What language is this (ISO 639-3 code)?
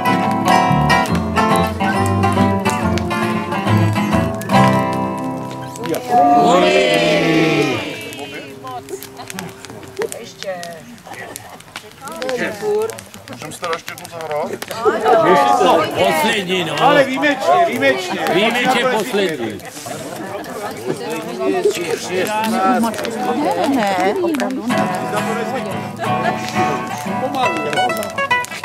ces